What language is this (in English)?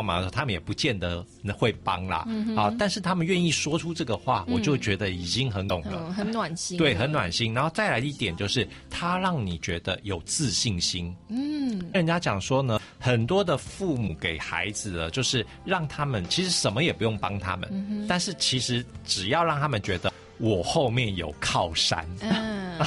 Chinese